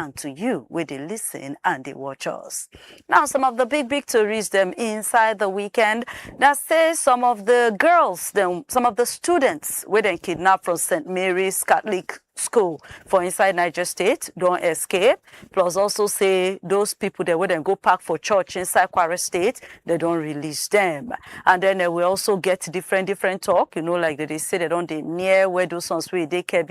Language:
Nigerian Pidgin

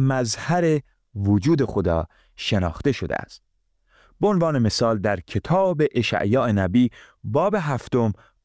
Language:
Persian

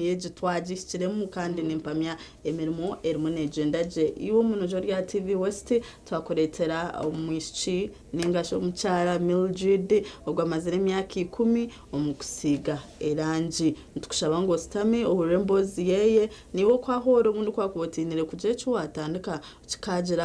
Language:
Nyankole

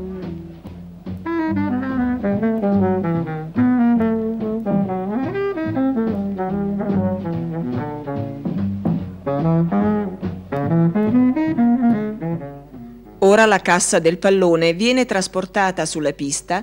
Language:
Italian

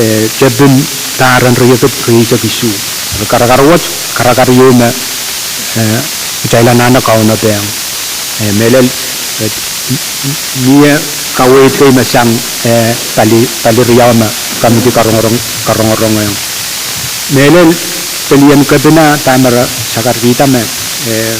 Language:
Pohnpeian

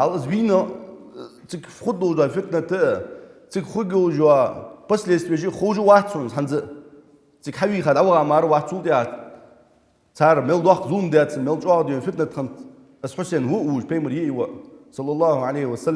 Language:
Ingush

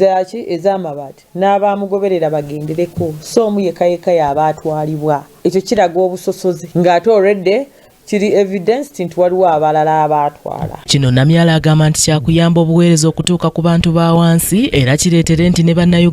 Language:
Ganda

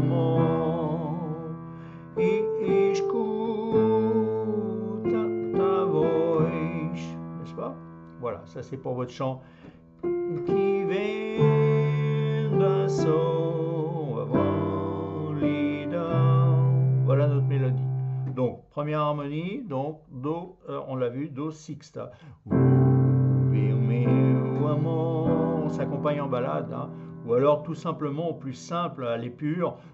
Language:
French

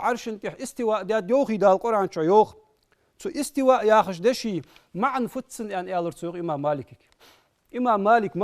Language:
Ingush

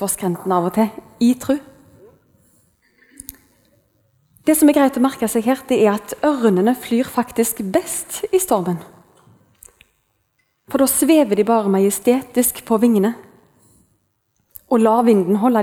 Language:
Norwegian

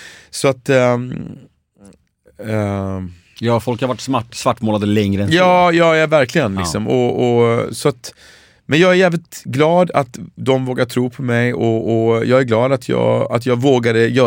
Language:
Swedish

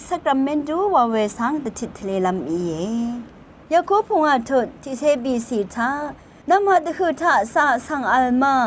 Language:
Rawang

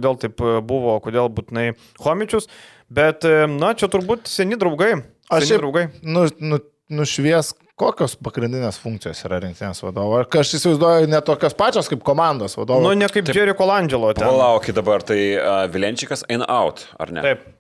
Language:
Lithuanian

